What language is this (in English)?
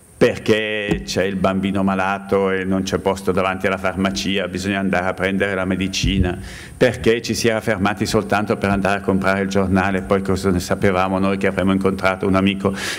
Italian